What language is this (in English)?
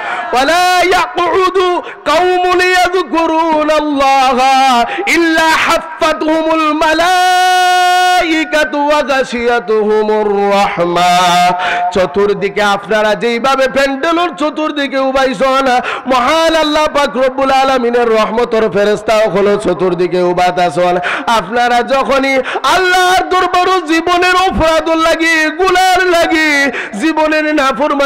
Sylheti